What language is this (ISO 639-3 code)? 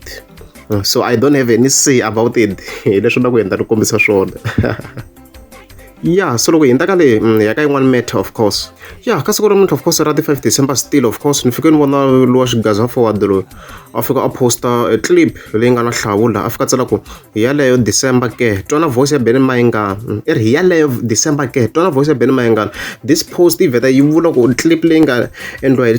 tso